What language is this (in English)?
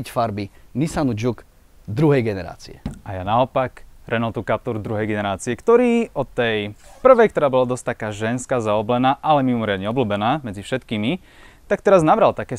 Slovak